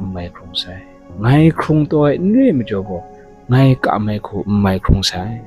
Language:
Kachin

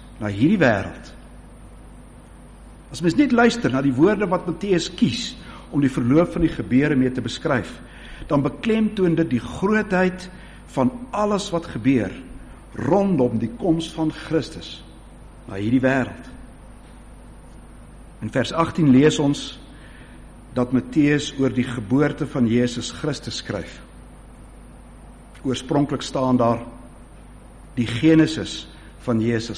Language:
Afrikaans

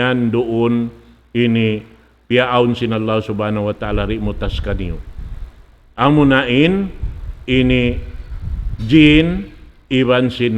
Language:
Tausug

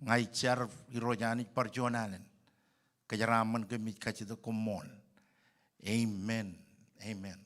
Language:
Marshallese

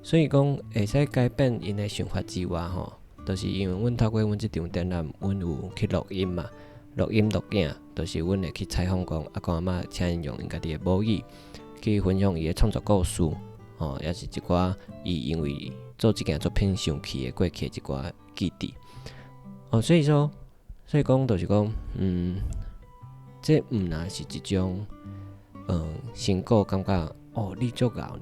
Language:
Min Nan Chinese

